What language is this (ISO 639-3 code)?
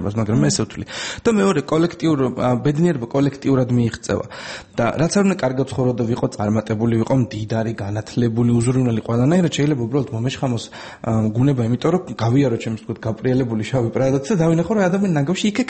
kat